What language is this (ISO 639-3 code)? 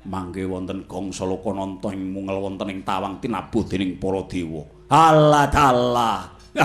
jav